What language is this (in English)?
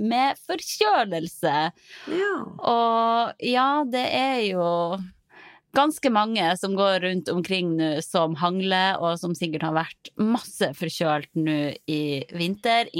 Norwegian